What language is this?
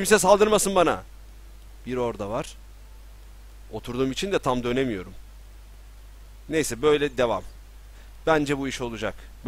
Turkish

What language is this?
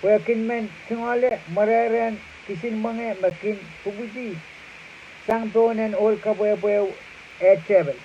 Pohnpeian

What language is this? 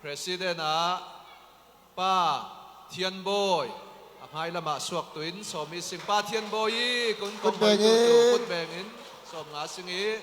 Falam Chin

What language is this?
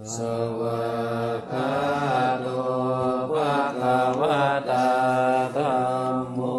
Pali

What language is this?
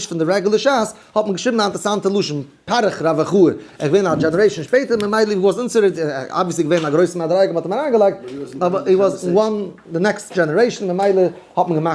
Yiddish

